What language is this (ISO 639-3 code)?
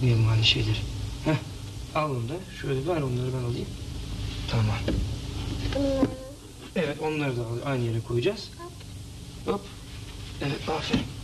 tur